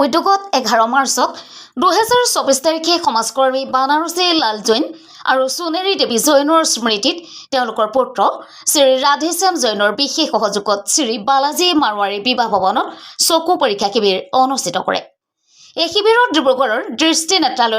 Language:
Assamese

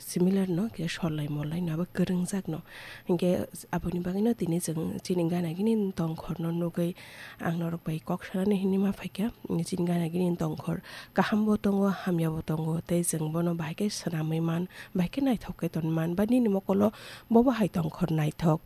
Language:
Kok Borok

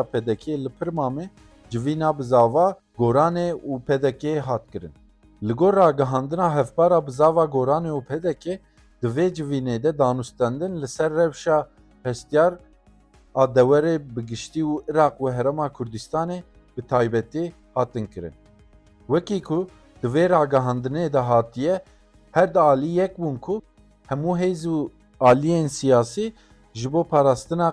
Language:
Kurdish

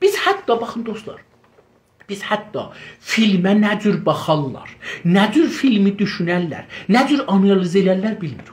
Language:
South Azerbaijani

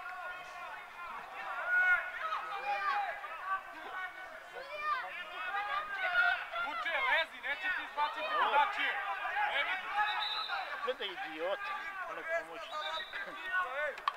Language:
Serbian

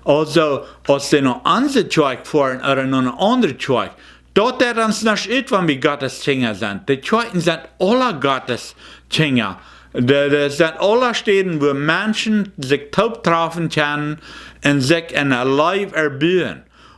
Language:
Plautdietsch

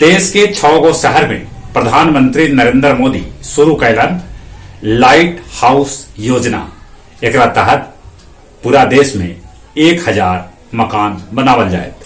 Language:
Magahi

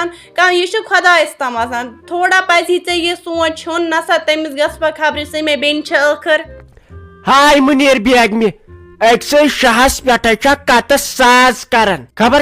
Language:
Kashmiri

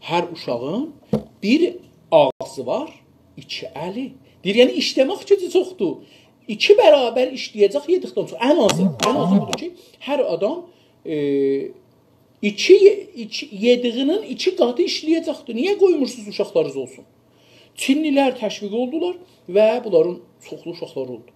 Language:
South Azerbaijani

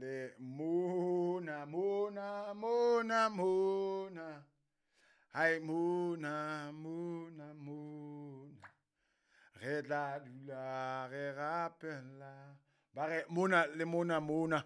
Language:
Southern Sotho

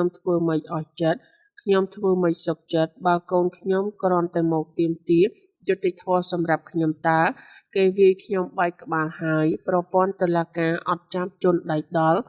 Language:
Khmer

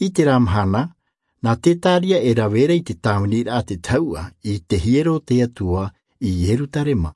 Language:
Tahitian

